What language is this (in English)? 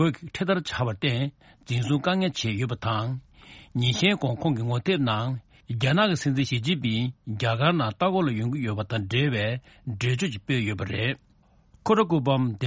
Tibetan